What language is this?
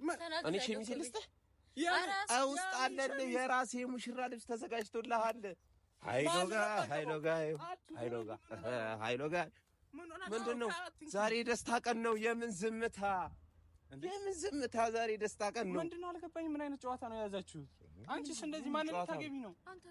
Amharic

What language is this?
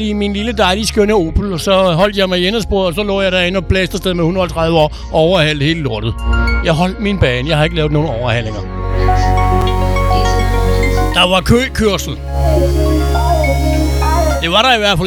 Danish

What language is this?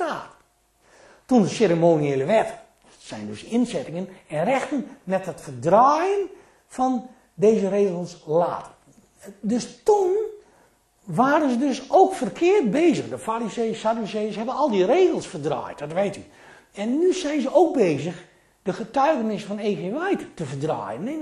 Dutch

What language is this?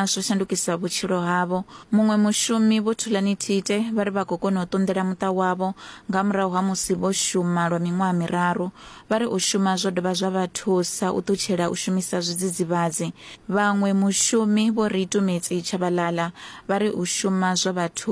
Venda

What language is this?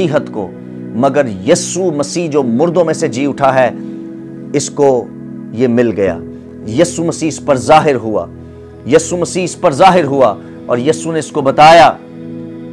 Urdu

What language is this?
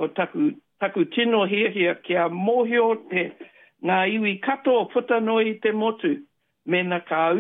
Māori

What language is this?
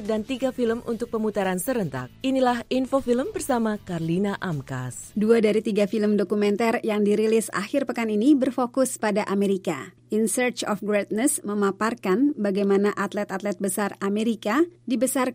Indonesian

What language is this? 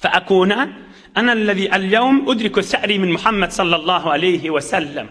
Turkmen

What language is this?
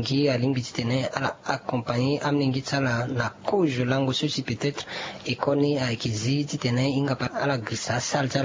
Sango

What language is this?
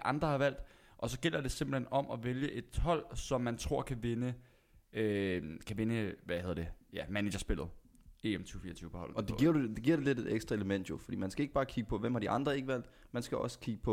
Danish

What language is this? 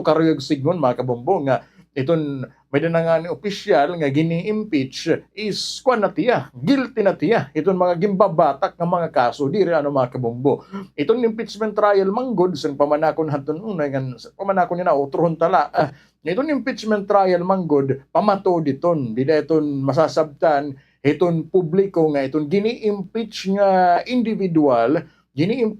Waray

